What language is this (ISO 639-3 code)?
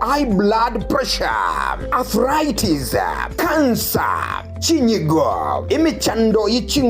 guz